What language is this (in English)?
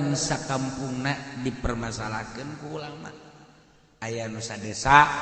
Sundanese